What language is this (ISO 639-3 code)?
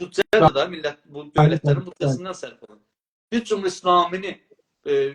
azb